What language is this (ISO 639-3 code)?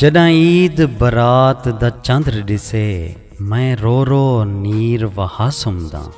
skr